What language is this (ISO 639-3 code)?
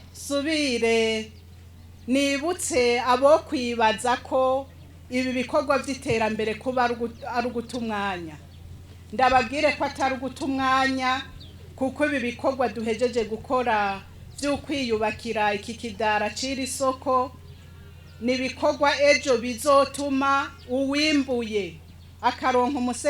run